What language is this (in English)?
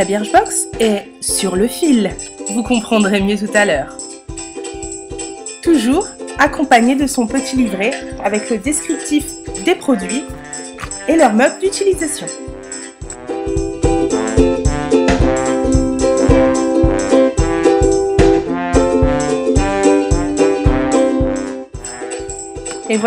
French